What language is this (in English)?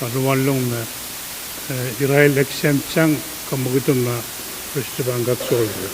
Pohnpeian